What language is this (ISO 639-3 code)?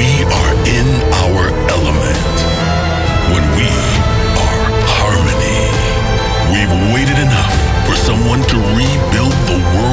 eng